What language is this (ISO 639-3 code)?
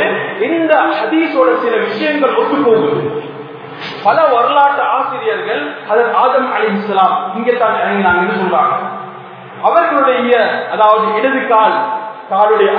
tam